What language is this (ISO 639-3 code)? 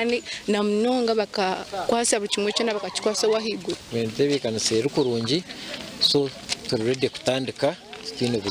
nyn